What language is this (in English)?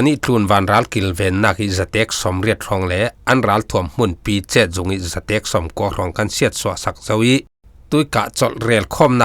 Falam Chin